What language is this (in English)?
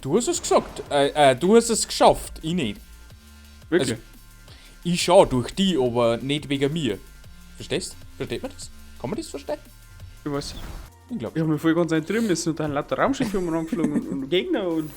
Bavarian